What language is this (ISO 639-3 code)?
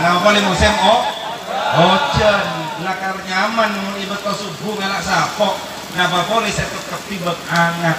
mad